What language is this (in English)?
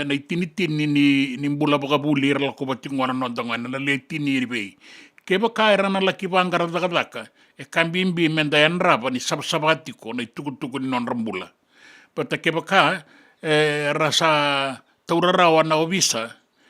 Fijian